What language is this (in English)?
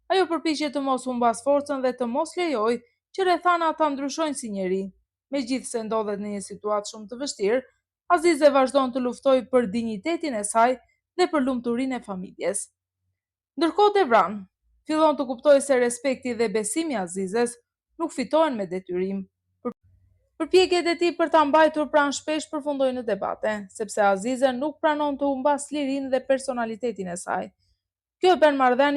Albanian